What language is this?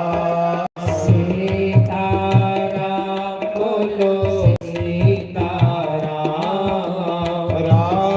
Dogri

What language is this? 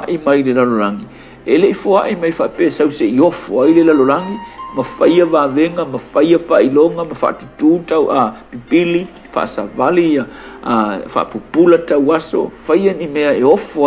Samoan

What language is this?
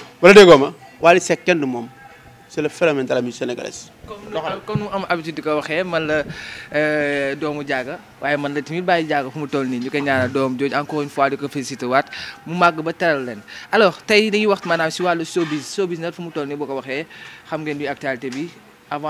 Wolof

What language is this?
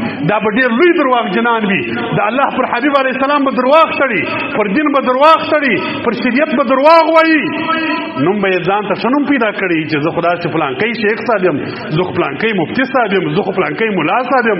Pashto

